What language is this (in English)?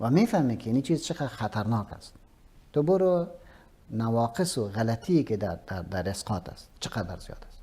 Persian